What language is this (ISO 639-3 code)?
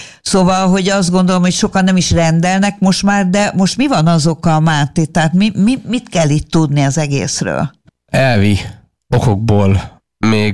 hun